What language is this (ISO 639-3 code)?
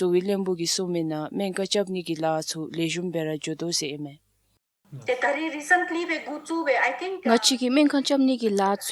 dzo